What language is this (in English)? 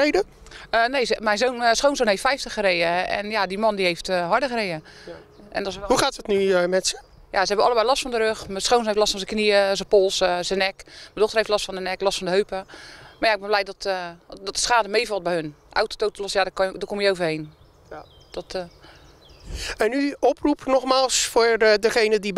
Dutch